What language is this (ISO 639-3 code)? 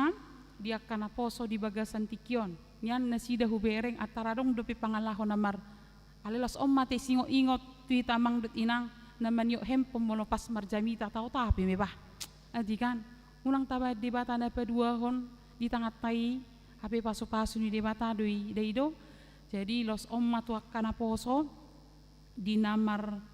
bbc